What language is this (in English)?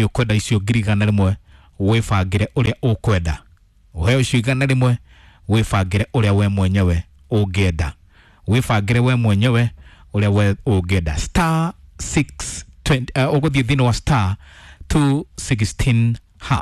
Kikuyu